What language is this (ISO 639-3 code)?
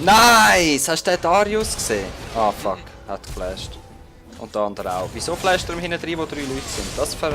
gsw